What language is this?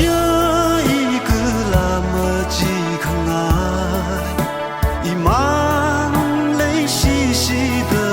Tangkhul Naga (India)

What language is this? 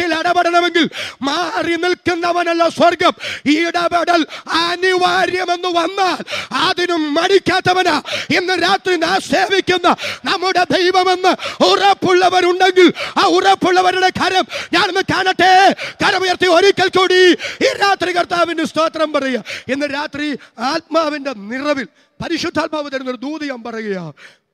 Malayalam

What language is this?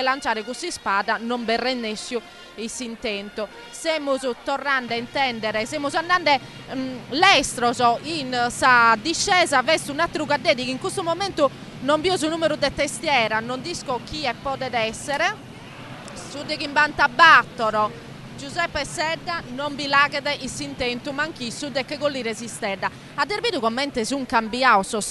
Sardinian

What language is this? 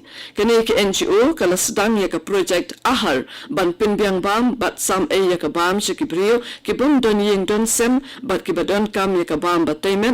Khasi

